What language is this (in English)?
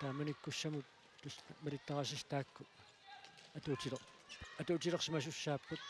Kalaallisut